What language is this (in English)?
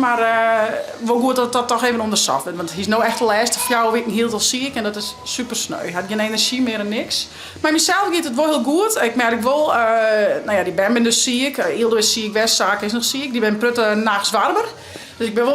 Western Frisian